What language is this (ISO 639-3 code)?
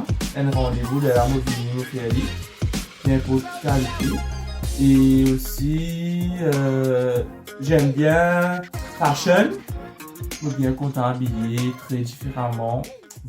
mfe